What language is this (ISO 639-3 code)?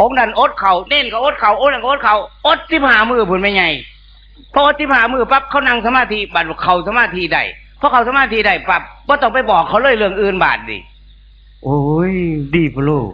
tts